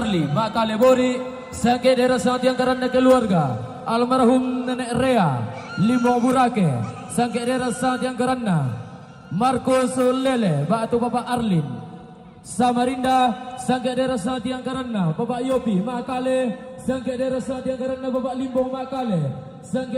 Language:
Toraja-Sa'dan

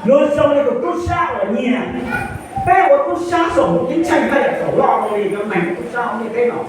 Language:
Hmong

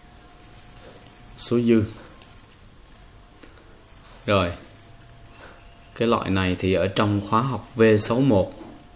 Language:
Vietnamese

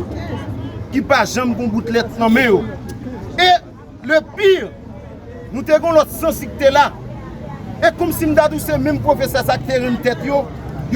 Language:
Haitian Creole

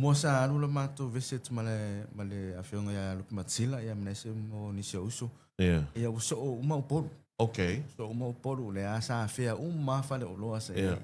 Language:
Samoan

